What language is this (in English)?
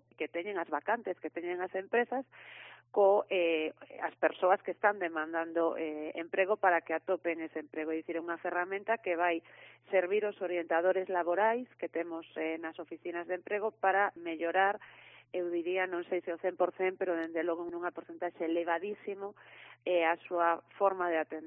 Galician